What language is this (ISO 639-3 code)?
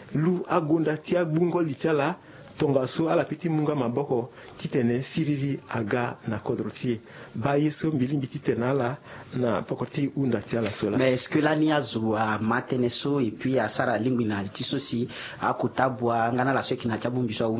sag